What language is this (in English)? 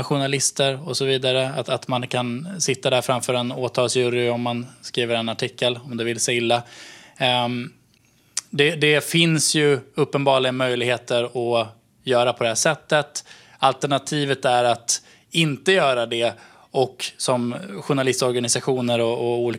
Swedish